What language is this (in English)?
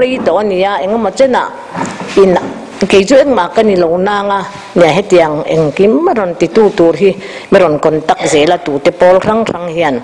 Mizo